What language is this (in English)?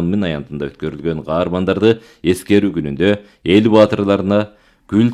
Kyrgyz